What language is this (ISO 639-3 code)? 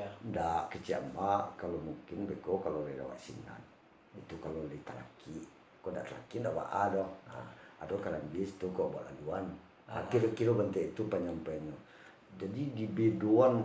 min